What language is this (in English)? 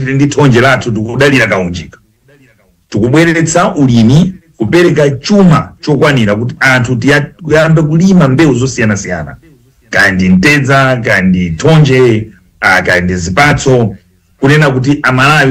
Nyanja